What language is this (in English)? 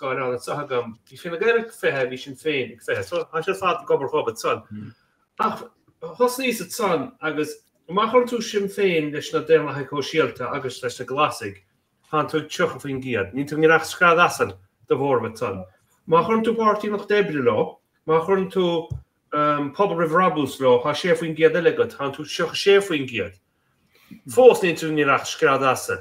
Irish